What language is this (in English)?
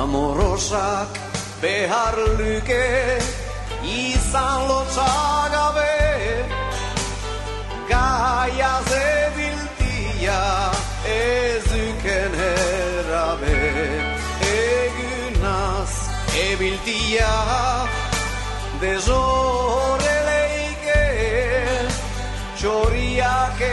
Basque